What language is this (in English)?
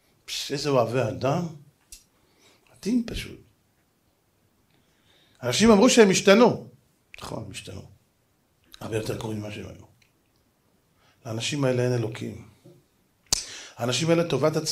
Hebrew